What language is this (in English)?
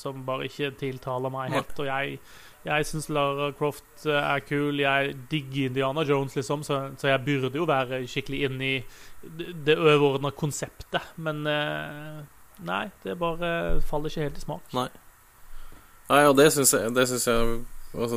Norwegian